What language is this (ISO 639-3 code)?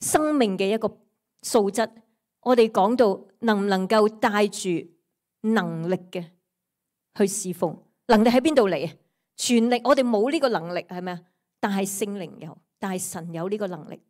yue